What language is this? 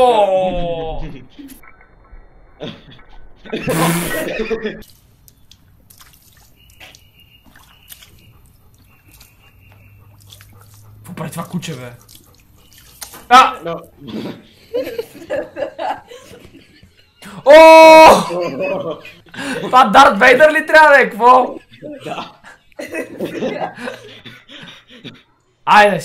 Bulgarian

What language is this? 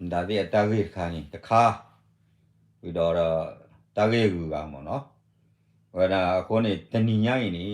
S'gaw Karen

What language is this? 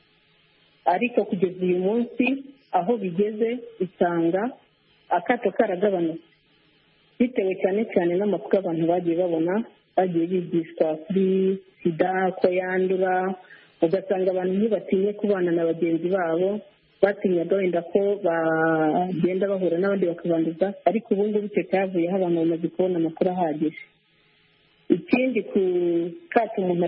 Kinyarwanda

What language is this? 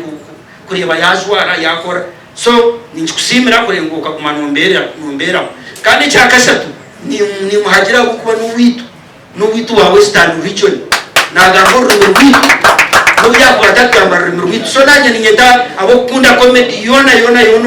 Nyankole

